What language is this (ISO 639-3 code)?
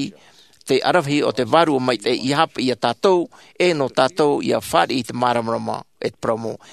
tah